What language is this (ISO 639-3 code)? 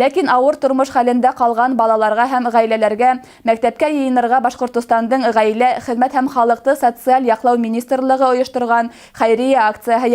bak